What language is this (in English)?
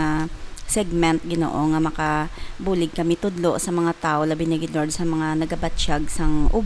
Hiligaynon